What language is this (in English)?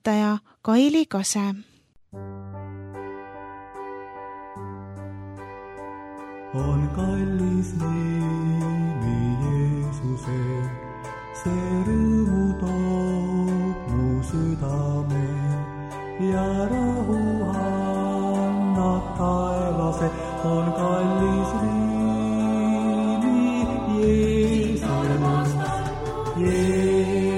Estonian